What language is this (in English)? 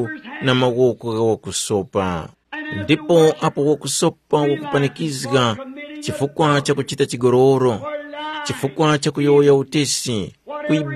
Tumbuka